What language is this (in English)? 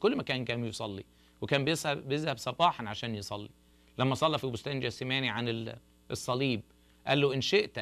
Egyptian Arabic